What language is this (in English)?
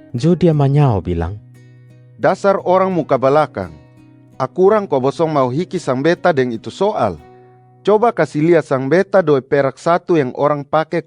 Kupang Malay